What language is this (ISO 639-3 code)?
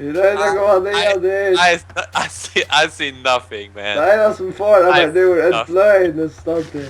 fao